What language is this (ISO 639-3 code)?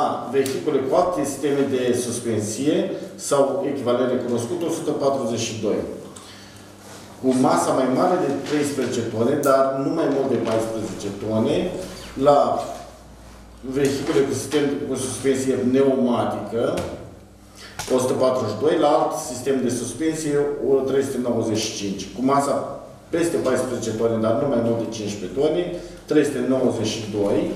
ron